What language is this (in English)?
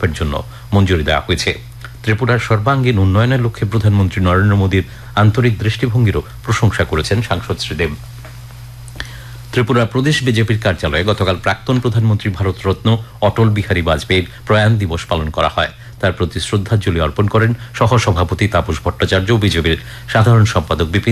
Bangla